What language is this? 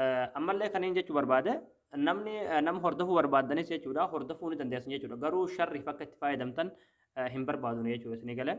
Oromo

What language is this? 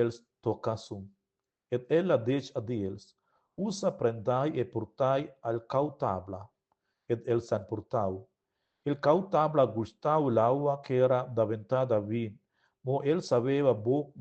Romansh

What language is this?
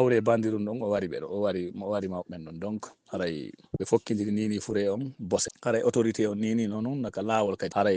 Fula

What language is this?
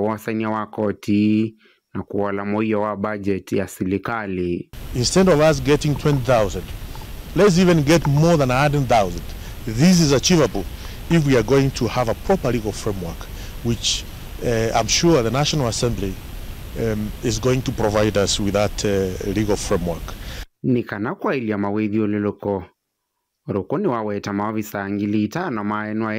Kamba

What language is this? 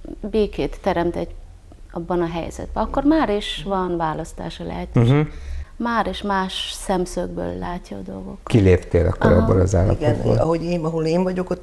Hungarian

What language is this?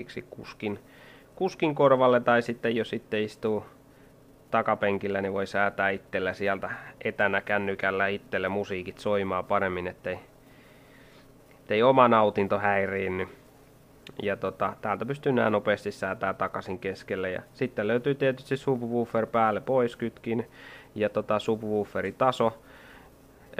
Finnish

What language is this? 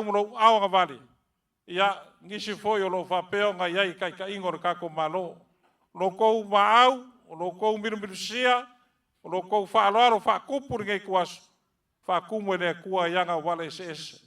Samoan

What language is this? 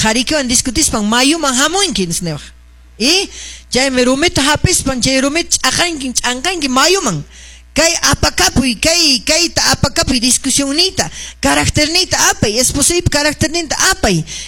Quechua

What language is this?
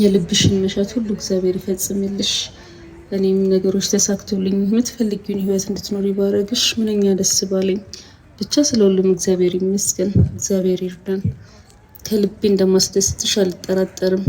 Amharic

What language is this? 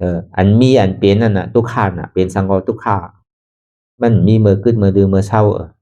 Shan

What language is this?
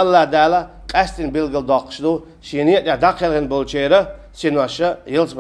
Chechen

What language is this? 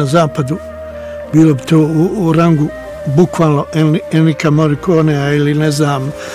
Bosnian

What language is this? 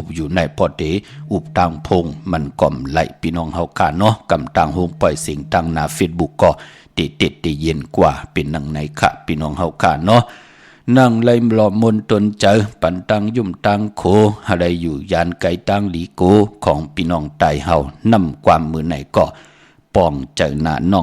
Shan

